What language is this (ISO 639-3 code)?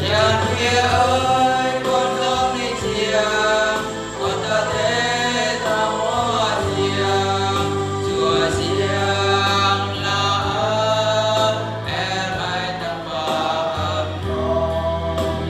bru